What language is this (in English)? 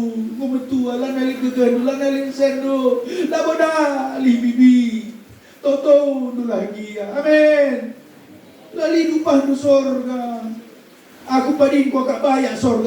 Batak Karo